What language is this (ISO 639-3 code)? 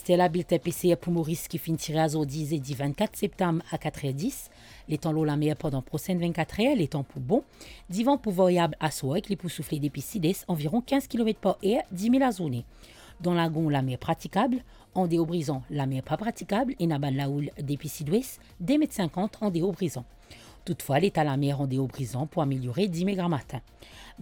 mfe